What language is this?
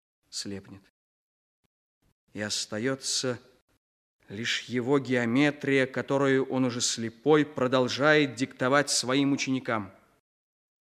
Russian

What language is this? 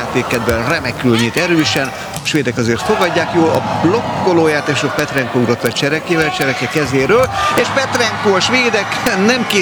Hungarian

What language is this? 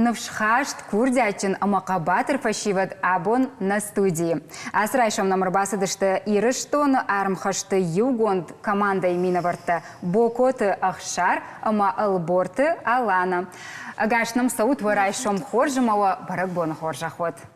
Ossetic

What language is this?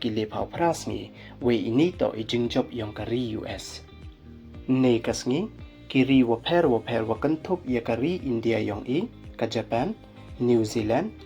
Pnar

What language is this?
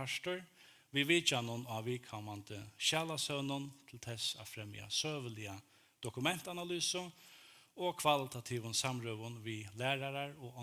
Faroese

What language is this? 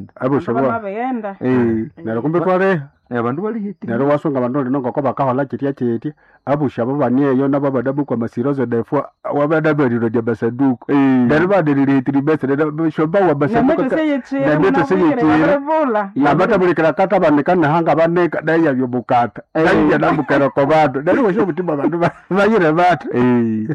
Nande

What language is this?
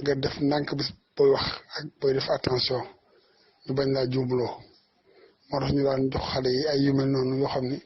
Wolof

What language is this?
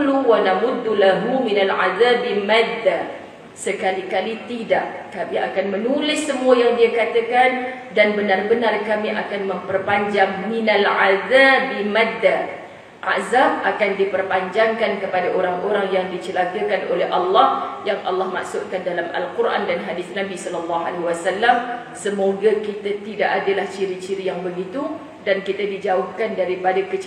Malay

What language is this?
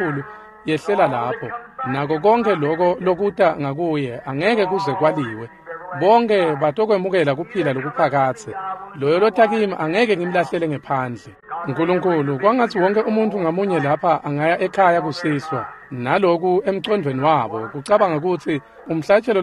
Swati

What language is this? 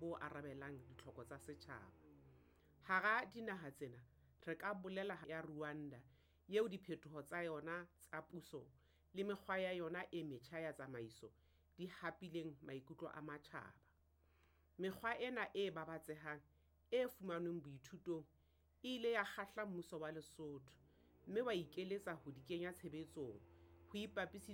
Southern Sotho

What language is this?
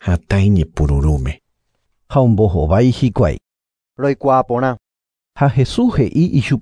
Guarani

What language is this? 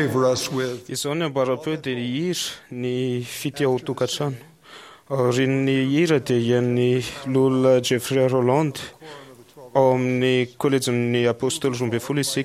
Malagasy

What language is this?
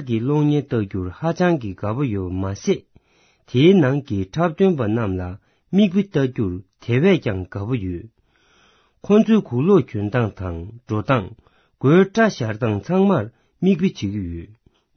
Tibetan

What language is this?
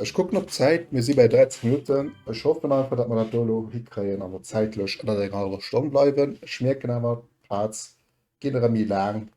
Luxembourgish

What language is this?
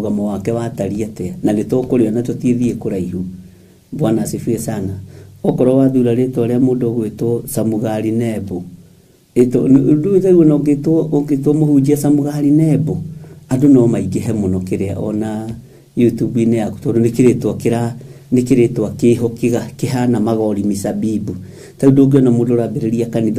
Kikuyu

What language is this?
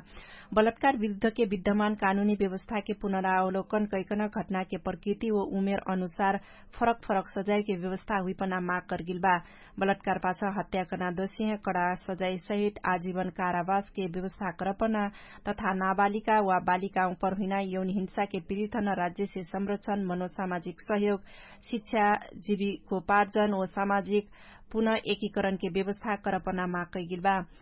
Dangaura Tharu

